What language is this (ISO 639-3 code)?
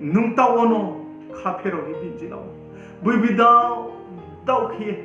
ria